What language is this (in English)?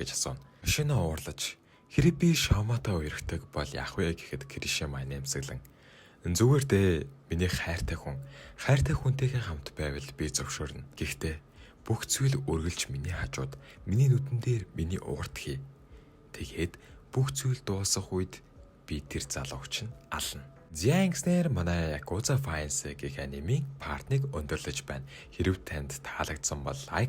Mongolian